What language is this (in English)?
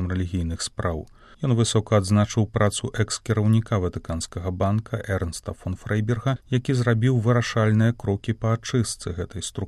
Belarusian